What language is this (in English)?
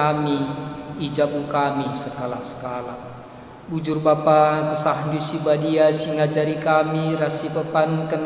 Batak Karo